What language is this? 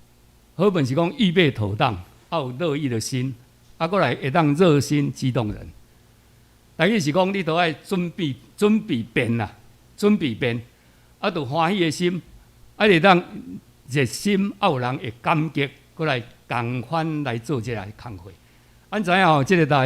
Min Nan Chinese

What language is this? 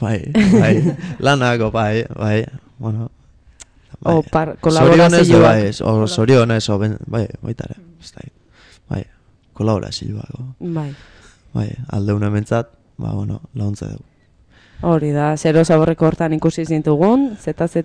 Basque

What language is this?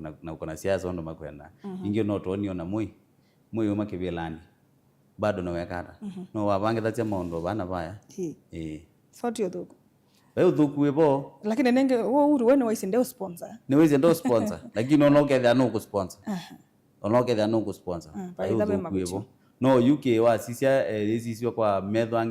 Kamba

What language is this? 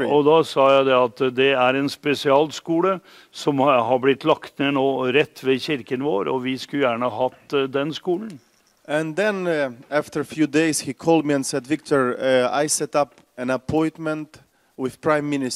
Norwegian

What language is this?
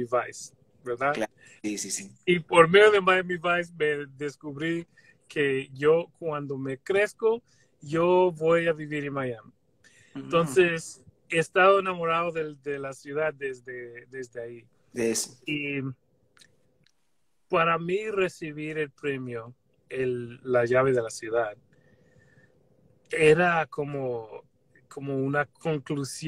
Spanish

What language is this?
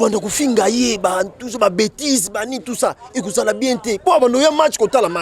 Lingala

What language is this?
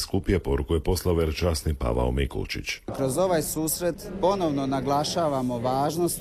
Croatian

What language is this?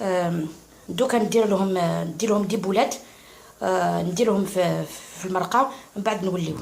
Algerian Arabic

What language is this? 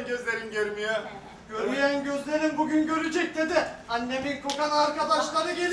Turkish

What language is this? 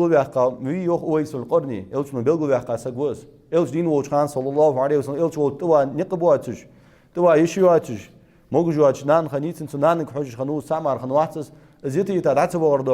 Ingush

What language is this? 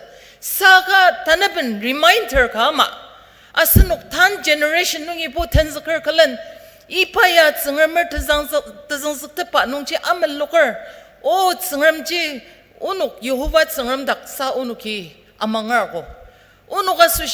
Ao Naga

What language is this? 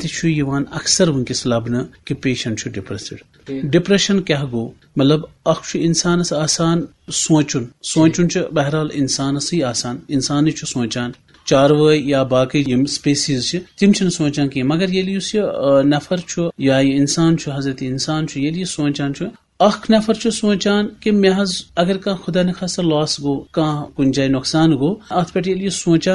Kashmiri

